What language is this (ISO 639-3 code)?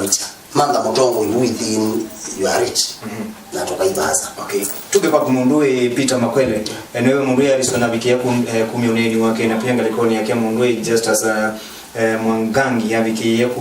kam